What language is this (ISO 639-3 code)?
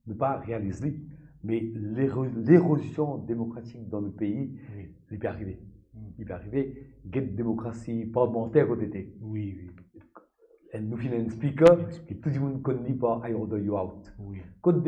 mfe